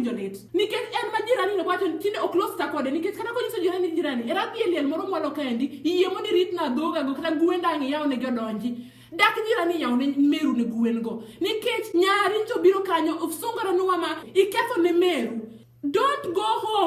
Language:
Luo (Kenya and Tanzania)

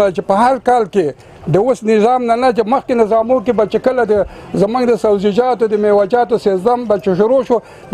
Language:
Pashto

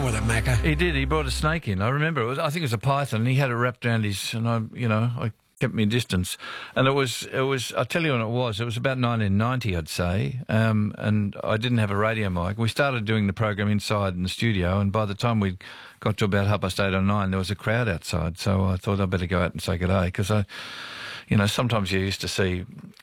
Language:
English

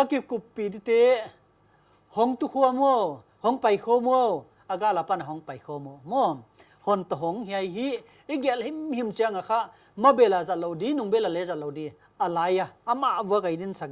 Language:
Paite Chin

